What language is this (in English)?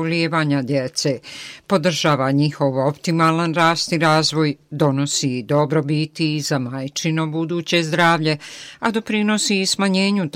Bosnian